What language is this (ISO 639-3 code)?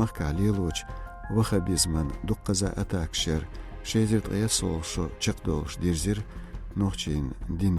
che